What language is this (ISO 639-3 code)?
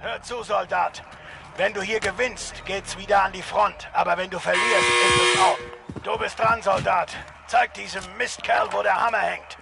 gsw